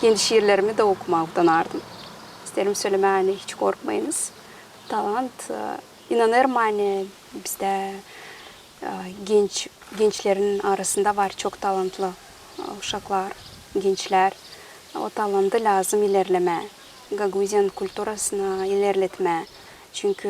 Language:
Gagauz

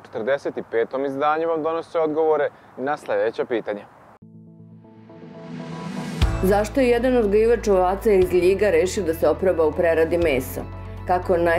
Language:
Serbian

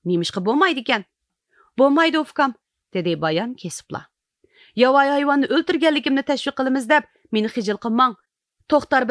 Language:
Uyghur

